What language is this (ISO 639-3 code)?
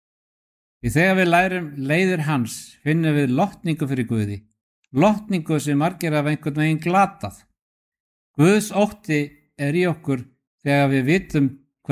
isl